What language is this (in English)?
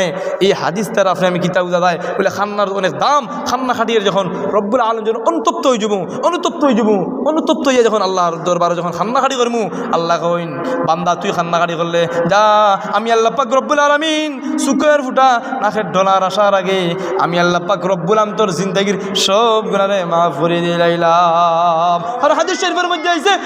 Sylheti